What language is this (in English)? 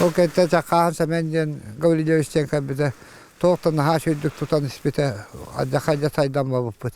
Yakut